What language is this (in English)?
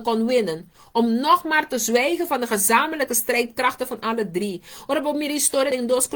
Papiamento